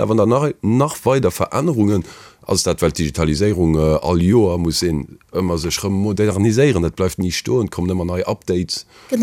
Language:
Luxembourgish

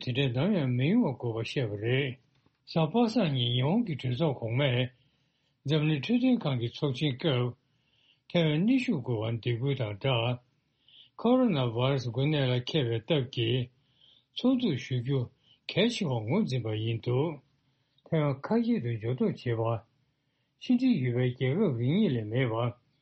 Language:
Tibetan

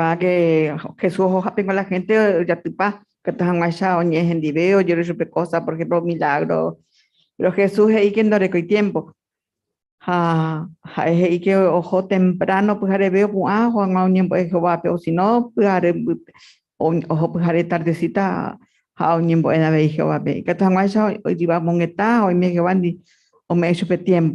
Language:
Guarani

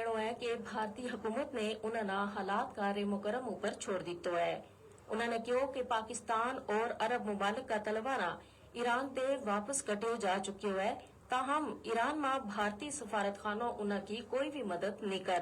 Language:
Gujari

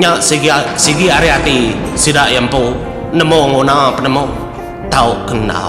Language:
Iban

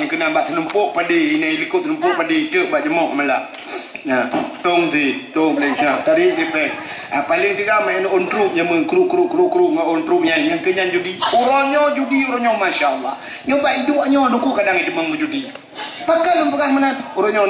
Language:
Achinese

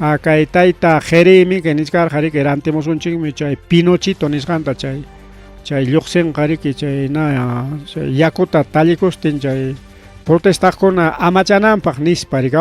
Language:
Ayacucho Quechua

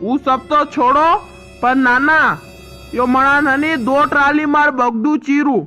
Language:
Rajasthani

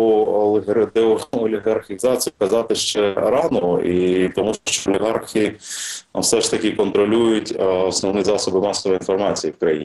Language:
Ukrainian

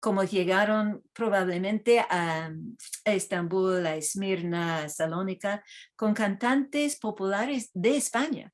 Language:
Ladino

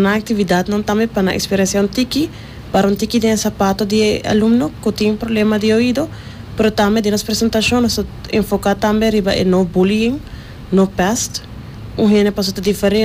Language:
Papiamento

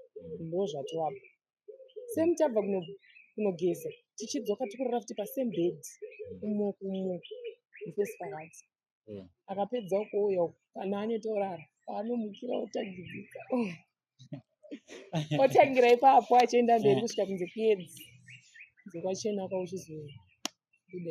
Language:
Shona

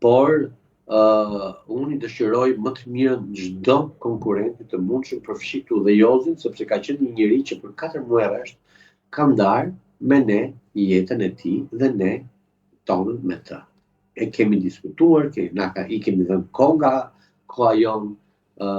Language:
Albanian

